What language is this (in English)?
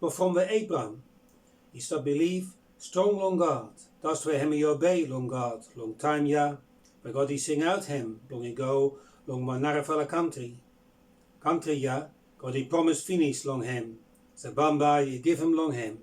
Bislama